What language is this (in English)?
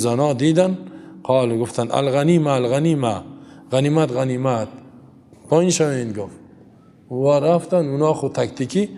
Tajik